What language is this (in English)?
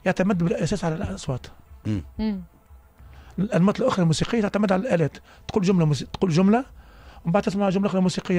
Tunisian Arabic